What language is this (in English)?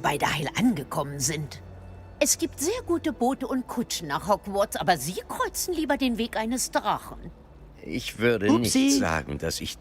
Bavarian